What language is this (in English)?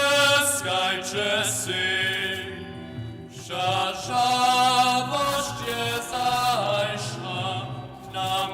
Upper Sorbian